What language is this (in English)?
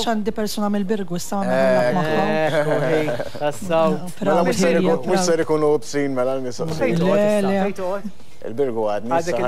Maltese